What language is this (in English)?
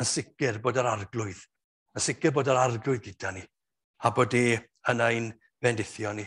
Welsh